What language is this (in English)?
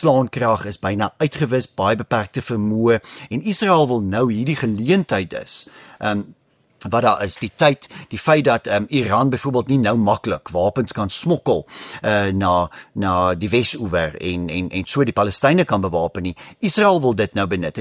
Afrikaans